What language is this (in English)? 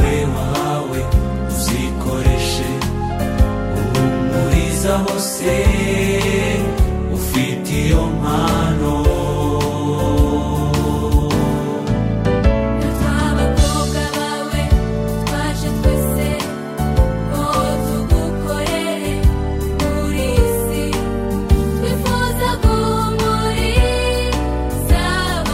Kinyarwanda